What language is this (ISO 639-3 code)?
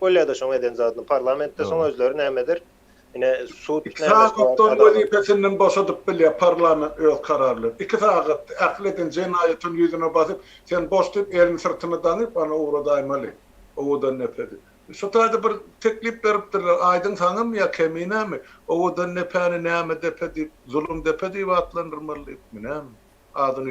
tuk